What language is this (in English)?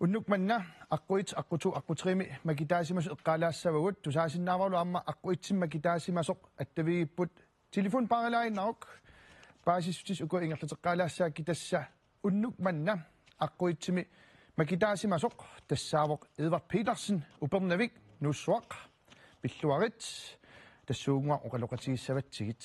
Kalaallisut